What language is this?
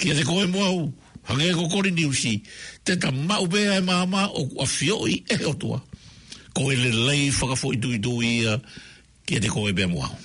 Tongan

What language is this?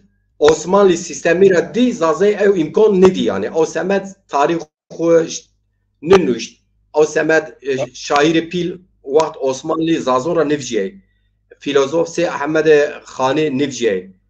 Zaza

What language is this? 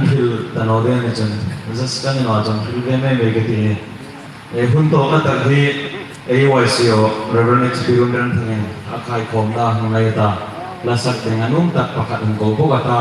Hmar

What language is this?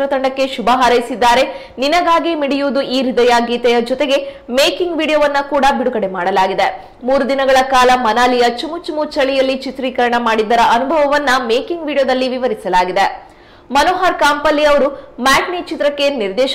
Kannada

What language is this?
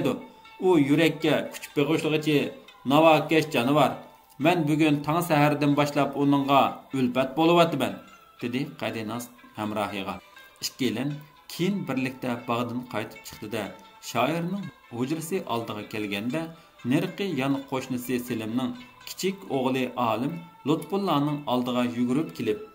Uyghur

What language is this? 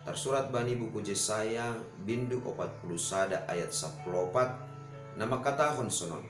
Batak Simalungun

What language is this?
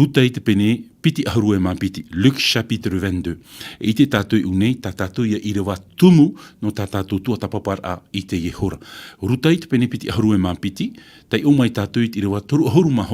Tahitian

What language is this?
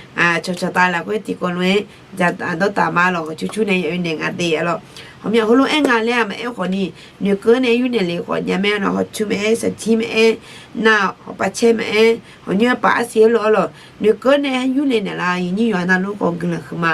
Akha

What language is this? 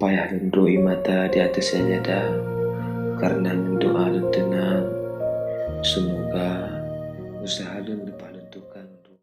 Achinese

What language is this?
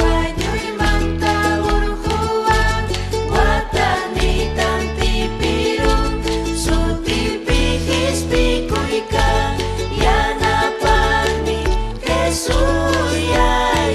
Ayacucho Quechua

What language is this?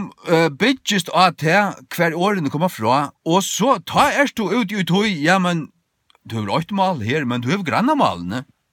Faroese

